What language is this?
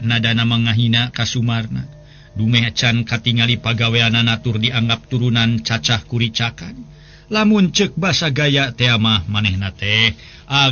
Sundanese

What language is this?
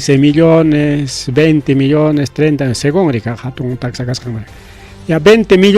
Ayacucho Quechua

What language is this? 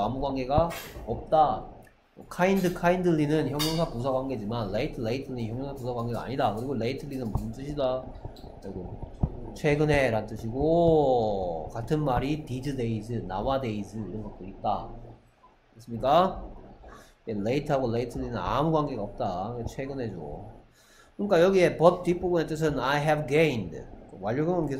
Korean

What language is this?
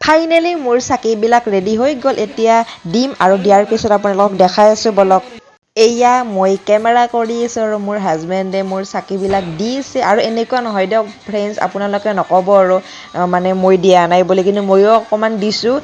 Assamese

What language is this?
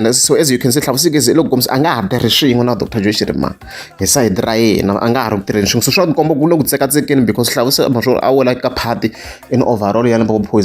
Tsonga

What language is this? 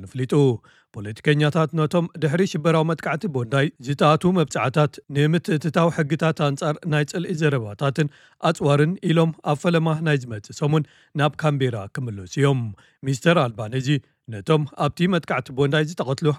Tigrinya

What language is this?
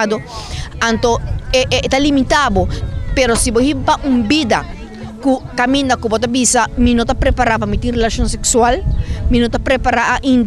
Papiamento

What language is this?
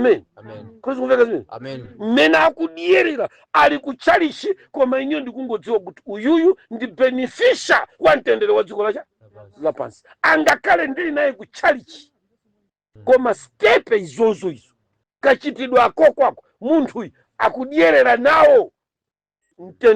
Nyanja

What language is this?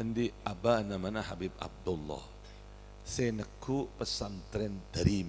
Madurese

